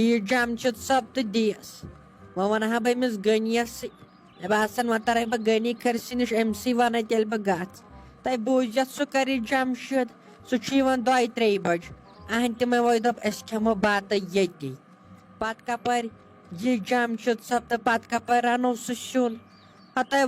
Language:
Kashmiri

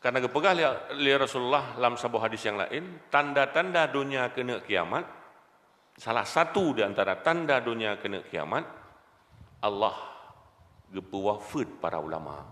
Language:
Achinese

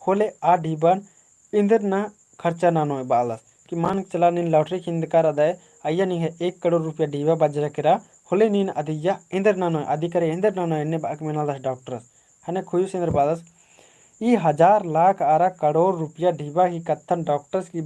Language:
Kurukh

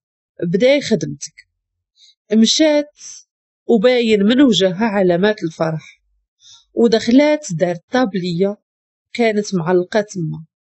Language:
Moroccan Arabic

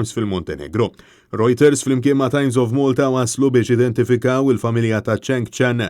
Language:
Maltese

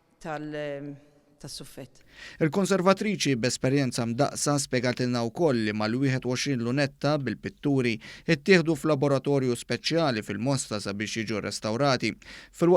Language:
Maltese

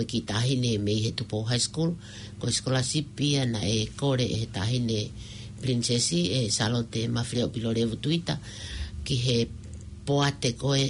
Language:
Tongan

